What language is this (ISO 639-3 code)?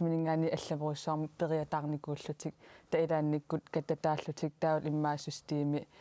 kal